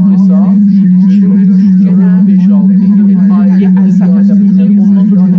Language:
South Azerbaijani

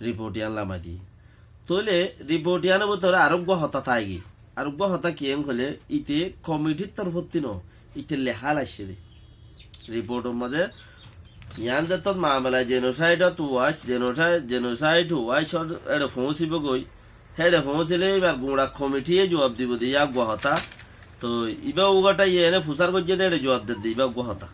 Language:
Rohingya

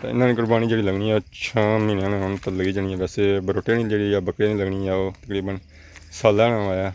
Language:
Pahari-Potwari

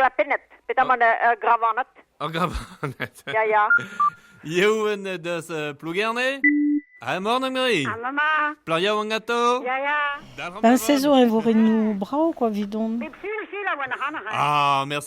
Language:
Breton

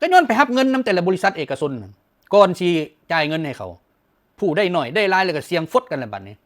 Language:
Lao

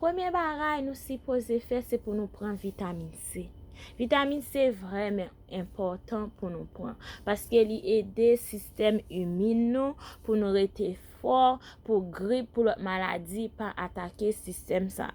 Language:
Haitian Creole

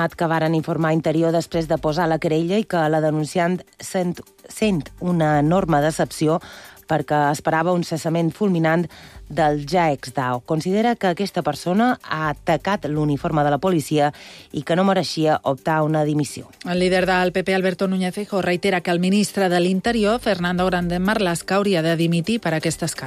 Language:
Catalan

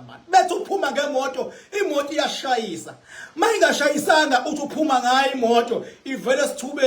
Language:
Zulu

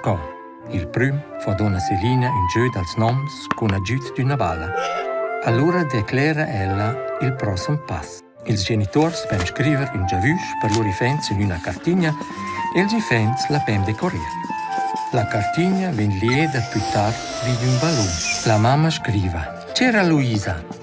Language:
Romansh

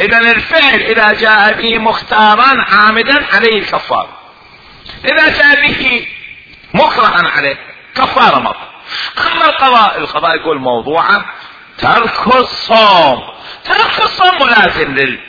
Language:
Mesopotamian Arabic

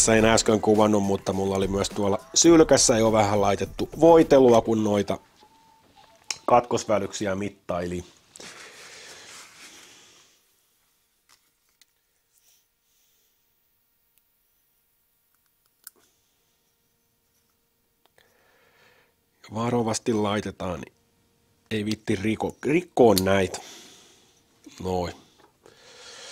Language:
Finnish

